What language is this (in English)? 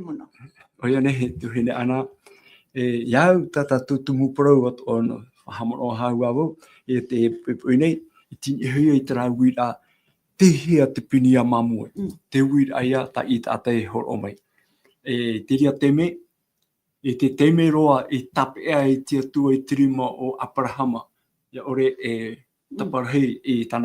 Tahitian